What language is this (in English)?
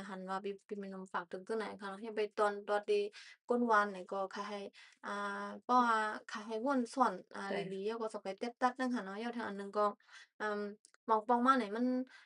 Shan